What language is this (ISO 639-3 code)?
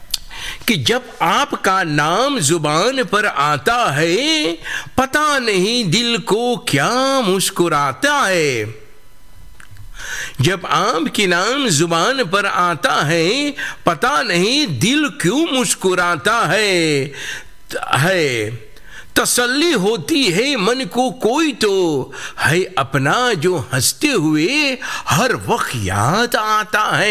hin